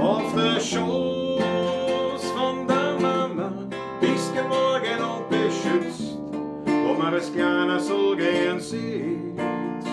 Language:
Bavarian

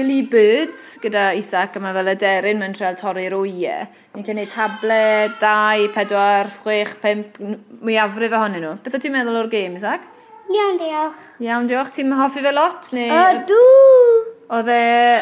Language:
Welsh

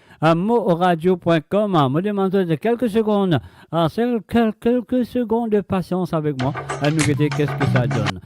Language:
Morisyen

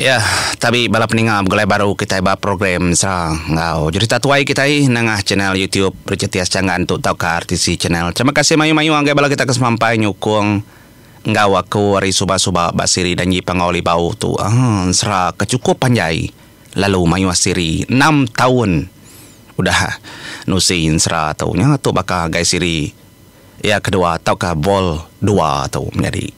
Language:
Iban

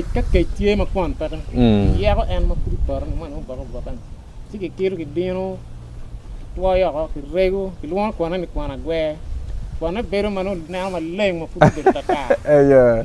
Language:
Acoli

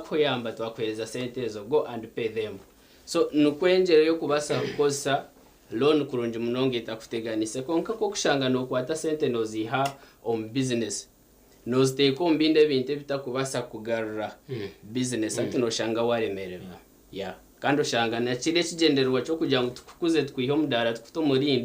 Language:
Nyankole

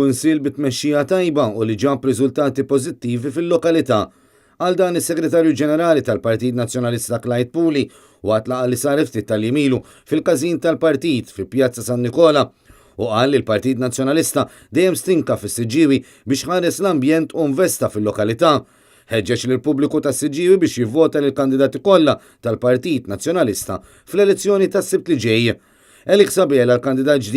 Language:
Maltese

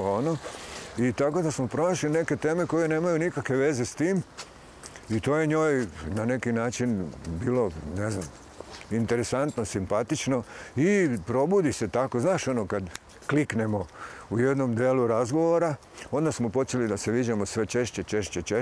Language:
Serbian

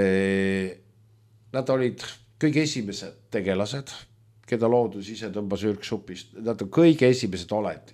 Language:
Estonian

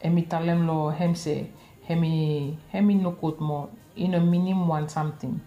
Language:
Bislama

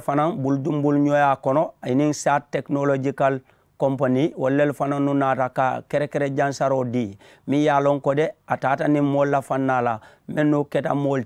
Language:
Mandingo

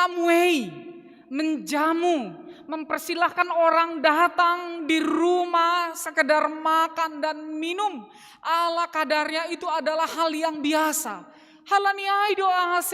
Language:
Batak Simalungun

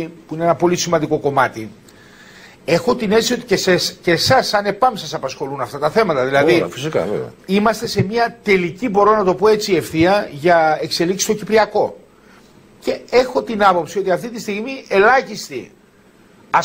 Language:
Greek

